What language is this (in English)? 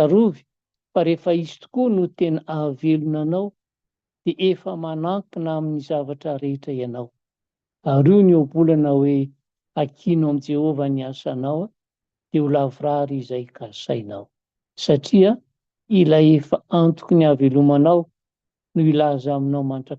Malagasy